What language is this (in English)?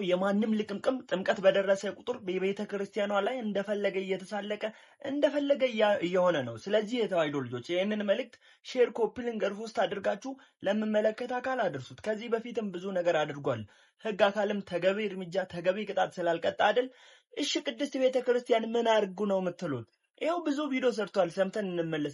Amharic